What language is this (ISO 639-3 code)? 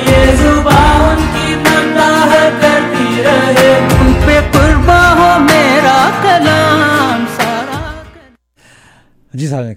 urd